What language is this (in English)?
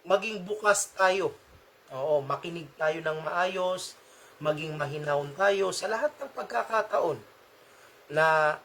Maranao